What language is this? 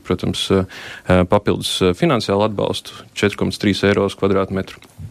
Latvian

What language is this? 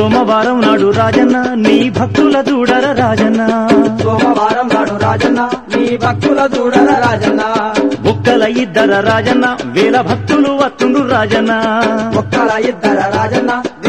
Telugu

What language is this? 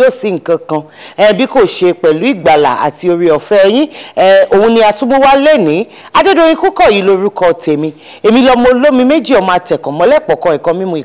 Yoruba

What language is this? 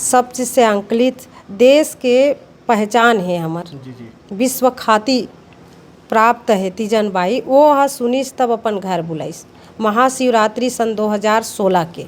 Chhattisgarhi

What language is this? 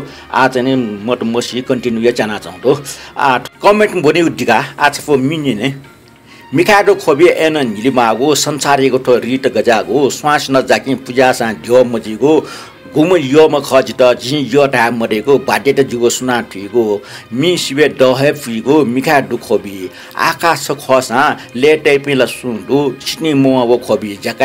Newari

